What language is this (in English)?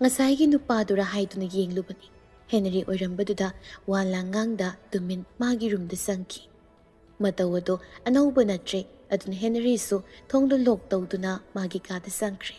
Manipuri